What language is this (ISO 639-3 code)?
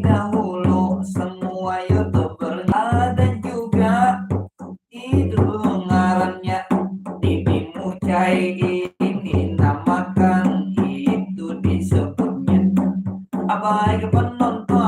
bjn